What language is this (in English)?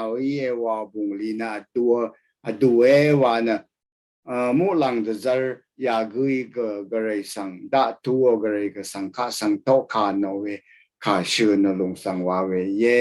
Rawang